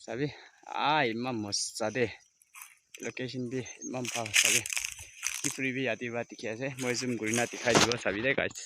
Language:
Naga Pidgin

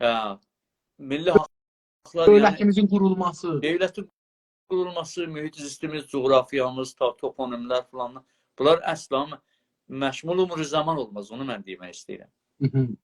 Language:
South Azerbaijani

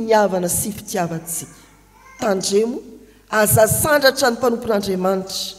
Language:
Malagasy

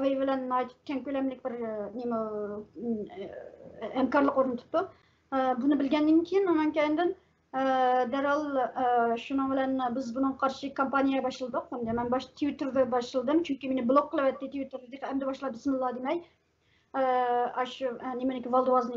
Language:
Uyghur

